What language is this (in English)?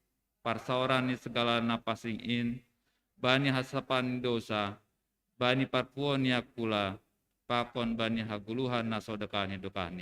Batak Simalungun